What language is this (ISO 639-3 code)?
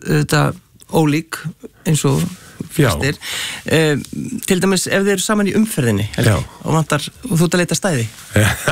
isl